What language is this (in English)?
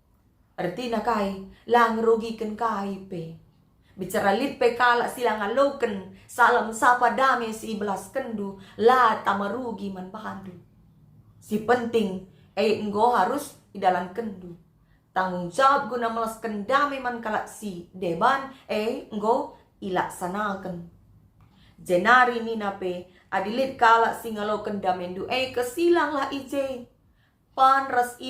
Batak Karo